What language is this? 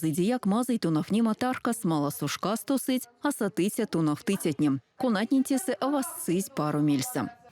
Erzya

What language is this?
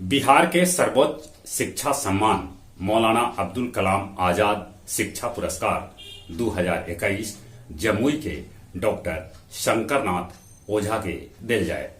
Magahi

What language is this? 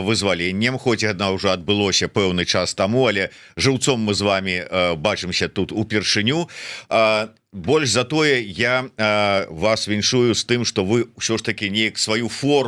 Belarusian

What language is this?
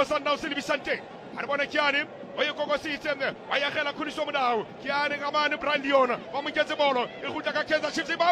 Southern Sotho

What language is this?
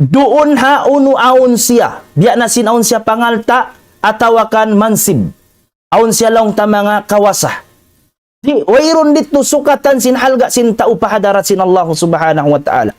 Tausug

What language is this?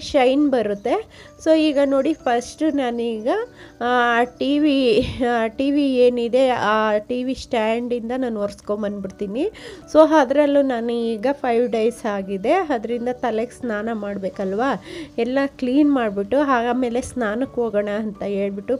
Kannada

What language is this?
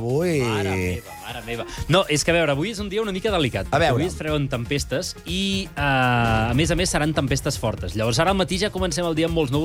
Catalan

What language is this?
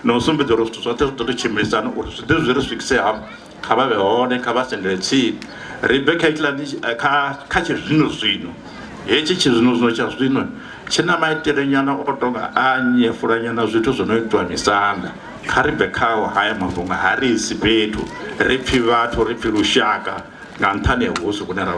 Venda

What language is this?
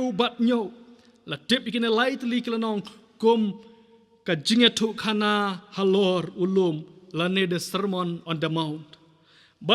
Khasi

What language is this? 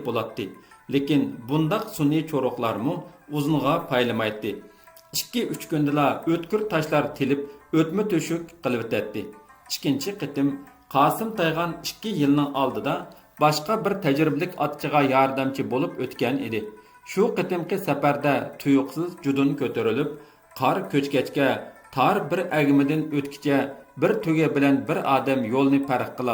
Uyghur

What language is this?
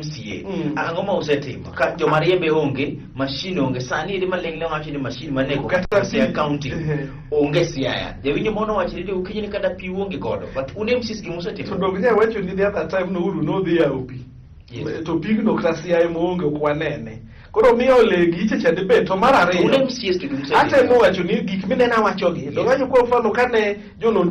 Luo (Kenya and Tanzania)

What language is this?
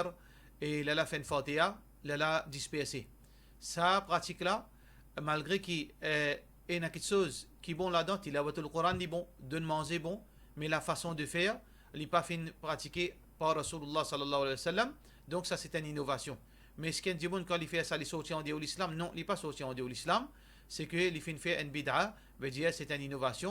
Morisyen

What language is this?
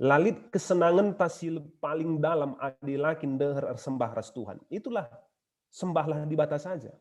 Batak Karo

